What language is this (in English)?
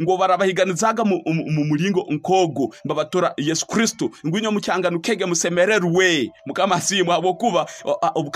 Tooro